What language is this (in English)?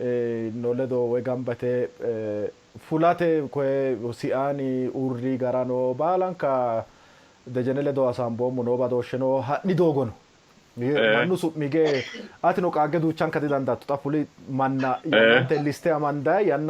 Sidamo